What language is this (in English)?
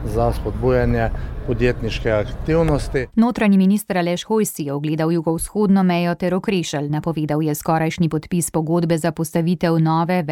Slovenian